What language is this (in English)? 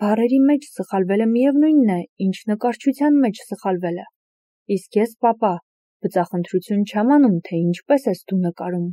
Armenian